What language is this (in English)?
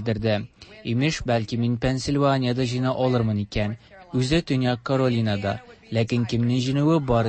Tatar